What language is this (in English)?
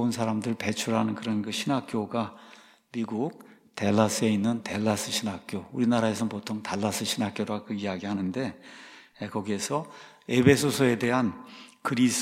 Korean